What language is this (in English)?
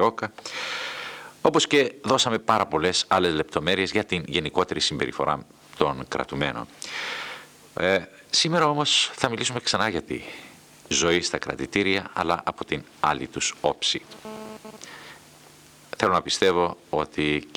Greek